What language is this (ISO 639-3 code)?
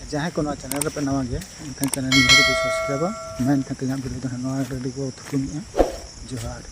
sat